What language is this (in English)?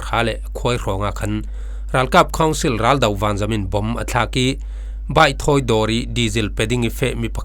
Falam Chin